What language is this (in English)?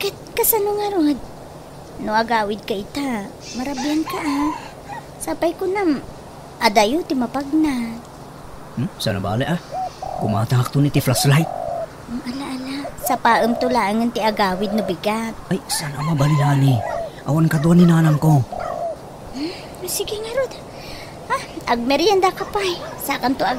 Iloko